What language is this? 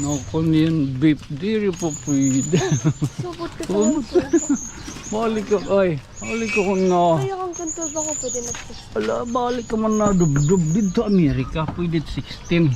Waray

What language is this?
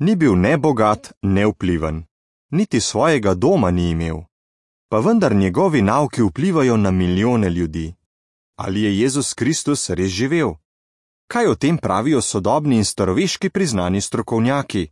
Slovenian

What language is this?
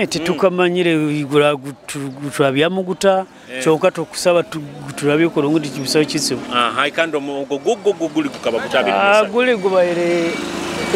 Nyoro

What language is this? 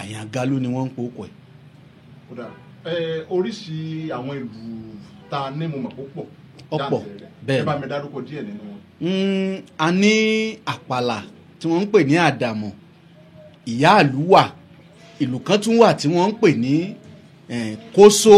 Yoruba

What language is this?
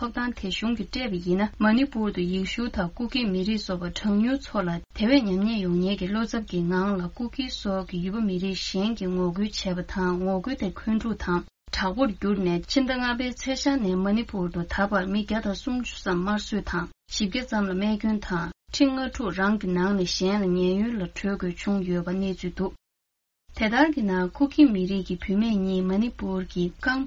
Tibetan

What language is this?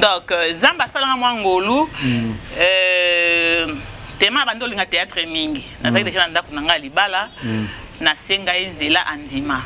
Lingala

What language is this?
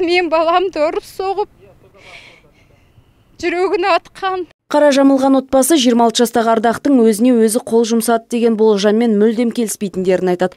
Kazakh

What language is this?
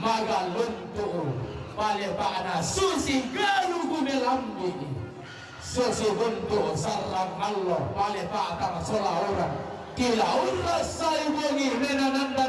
Toraja-Sa'dan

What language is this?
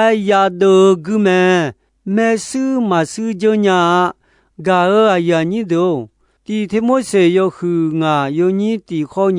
Akha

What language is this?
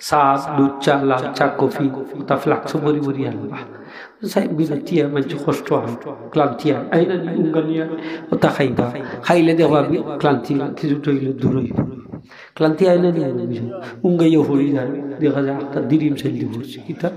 Sylheti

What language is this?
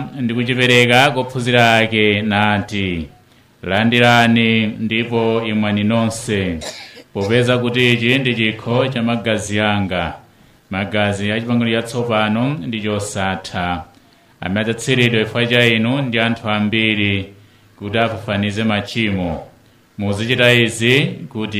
Nyanja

